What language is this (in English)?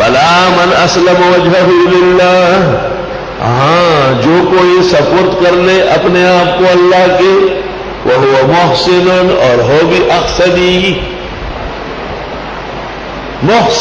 Urdu